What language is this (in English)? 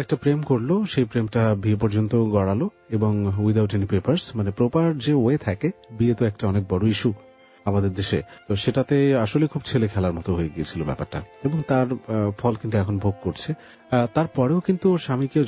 Bangla